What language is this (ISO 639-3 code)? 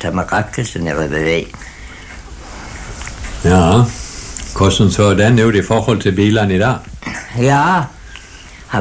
nor